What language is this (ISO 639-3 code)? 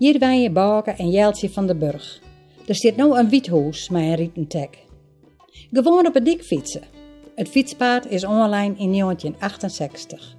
fry